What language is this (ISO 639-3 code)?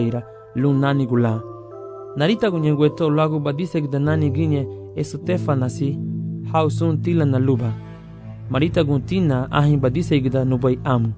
cab